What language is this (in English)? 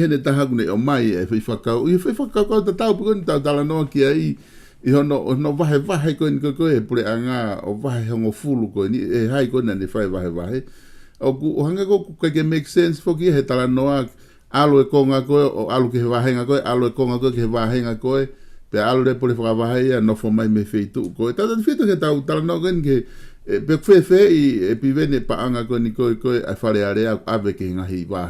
Tongan